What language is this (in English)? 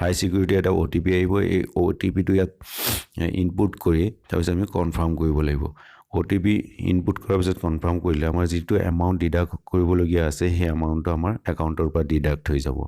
Assamese